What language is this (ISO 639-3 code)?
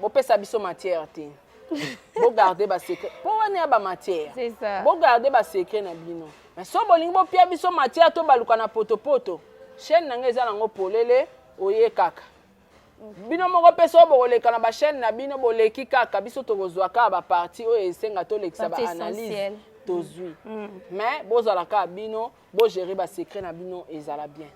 lin